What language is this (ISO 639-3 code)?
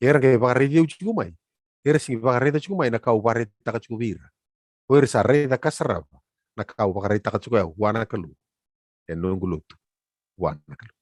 fij